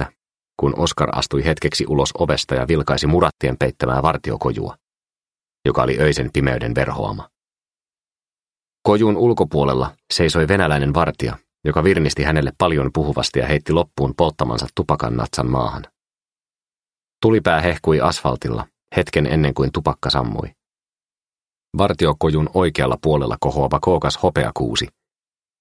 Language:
Finnish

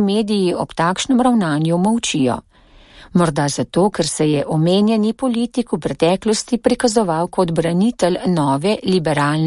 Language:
Slovenian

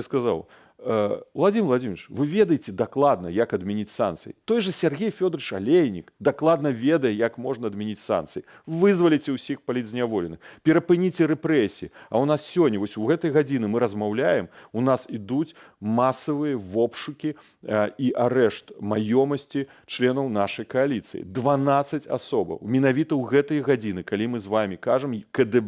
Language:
Belarusian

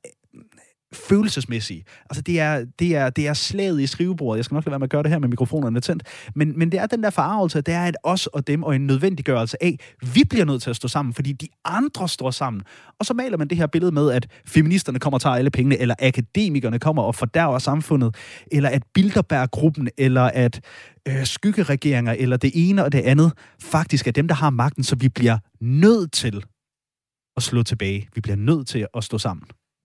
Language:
Danish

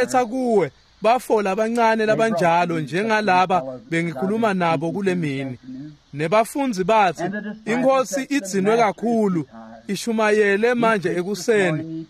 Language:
Swati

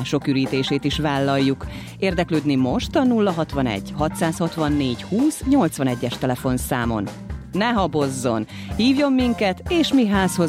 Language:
Hungarian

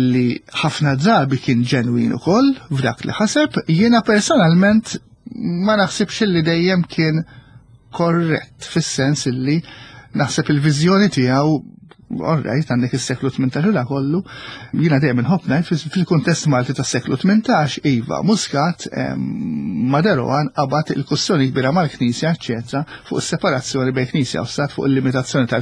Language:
Maltese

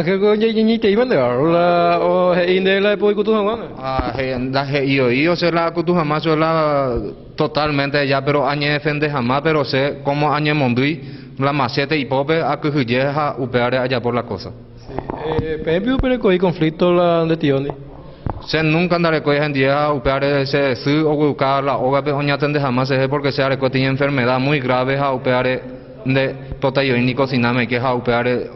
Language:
Guarani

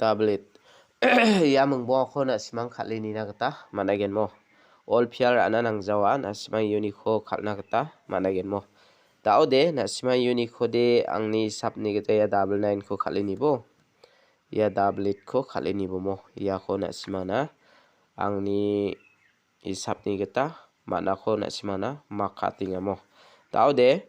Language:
Garo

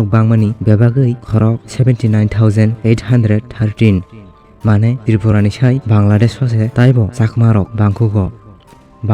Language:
Kok Borok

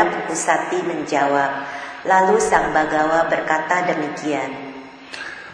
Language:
Indonesian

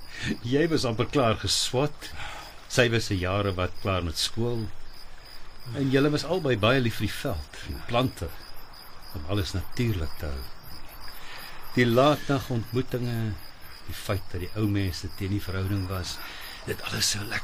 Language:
Afrikaans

